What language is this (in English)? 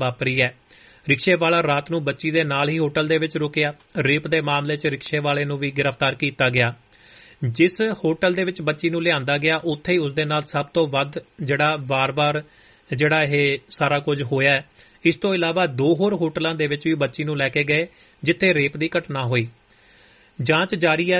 Punjabi